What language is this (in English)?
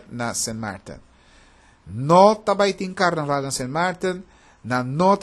Papiamento